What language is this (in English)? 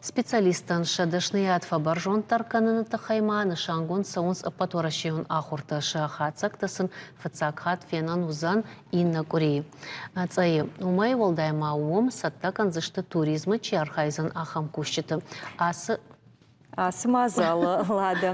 Ossetic